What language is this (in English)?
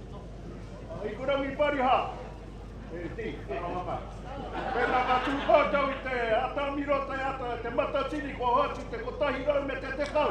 Māori